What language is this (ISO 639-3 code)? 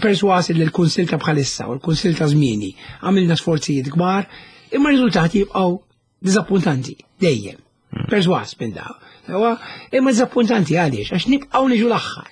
mlt